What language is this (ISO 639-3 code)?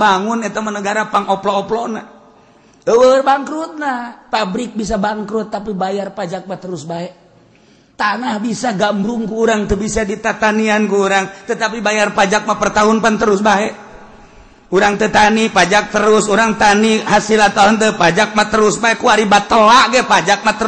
sun